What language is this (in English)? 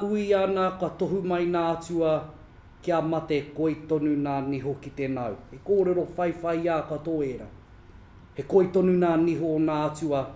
Māori